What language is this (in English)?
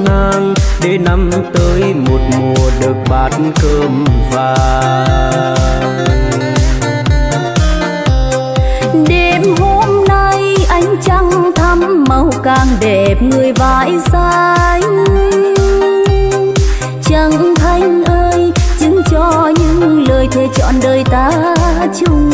Vietnamese